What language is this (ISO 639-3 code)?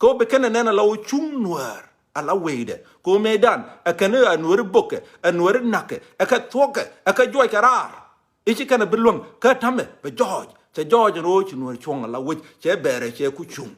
nus